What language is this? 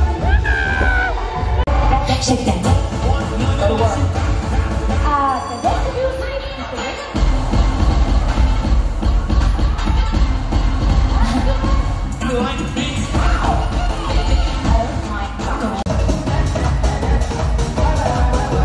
Bulgarian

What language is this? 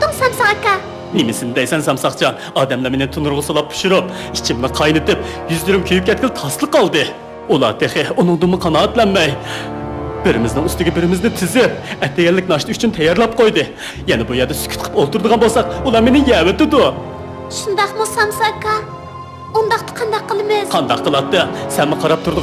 Uyghur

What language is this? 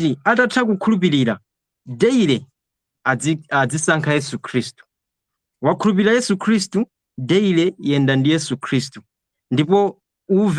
Nyanja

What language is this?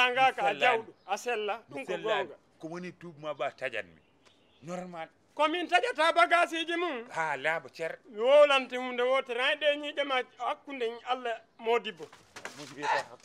Fula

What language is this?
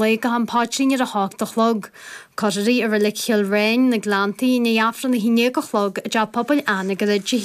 Irish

